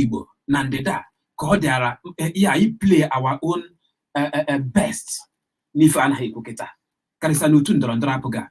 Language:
Igbo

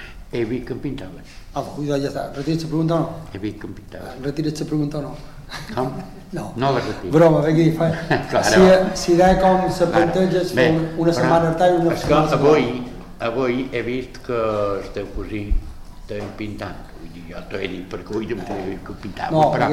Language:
Catalan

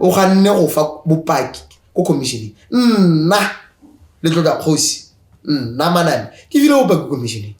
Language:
Tswana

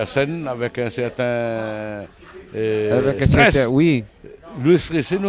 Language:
Réunion Creole French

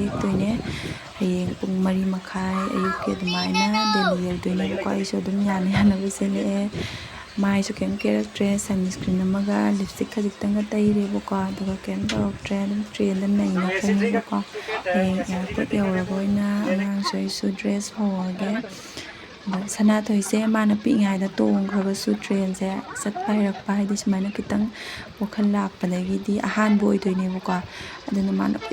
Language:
Manipuri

